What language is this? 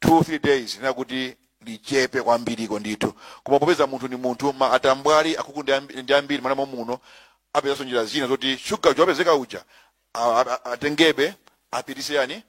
Nyanja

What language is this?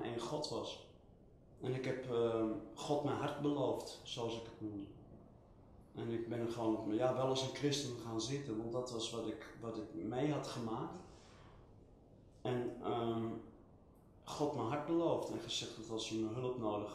Dutch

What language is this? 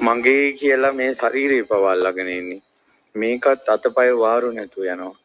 Sinhala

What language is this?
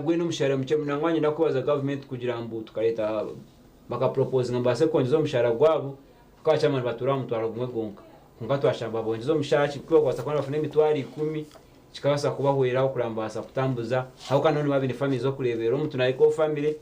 Nyankole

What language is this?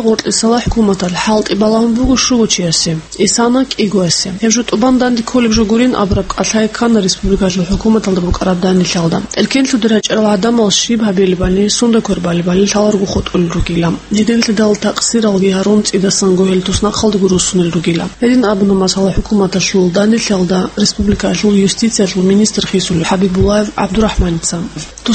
Avaric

